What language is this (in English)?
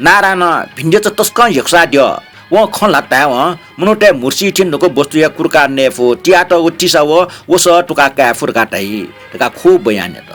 Newari